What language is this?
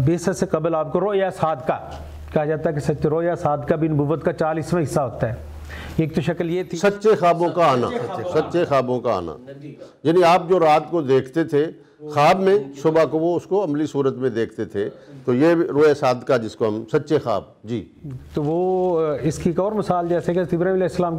Urdu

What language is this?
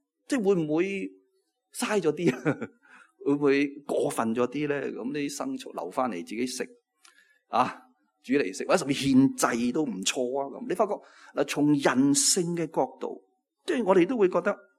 Cantonese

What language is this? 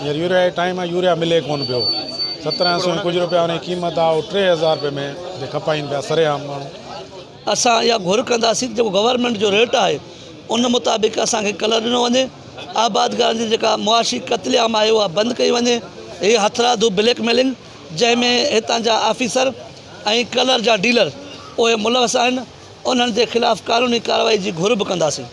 Sindhi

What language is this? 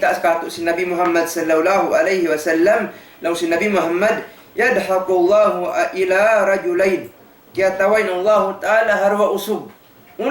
Tausug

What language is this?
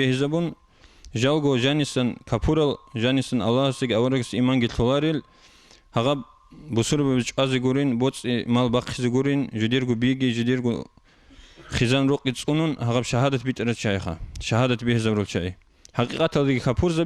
Avaric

